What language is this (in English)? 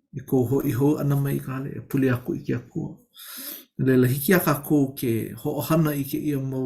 Hawaiian